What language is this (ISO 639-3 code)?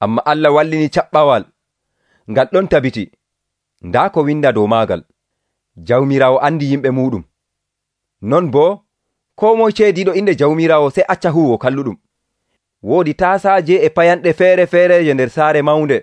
fuv